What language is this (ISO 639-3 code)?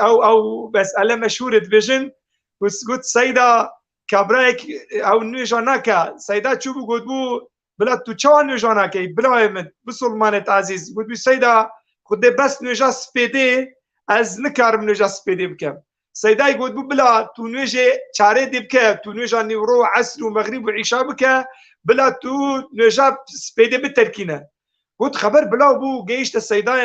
kur